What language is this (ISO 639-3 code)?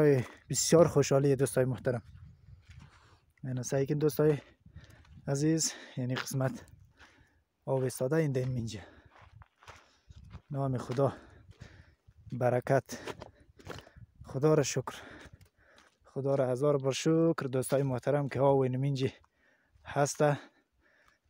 fas